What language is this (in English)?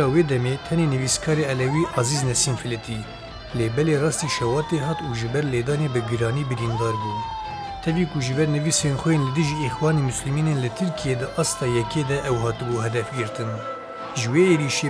Kurdish